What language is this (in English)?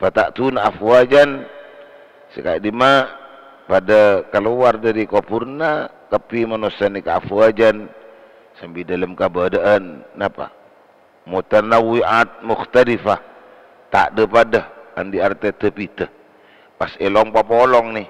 Madurese